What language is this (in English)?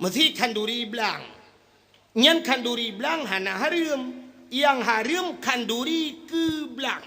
Achinese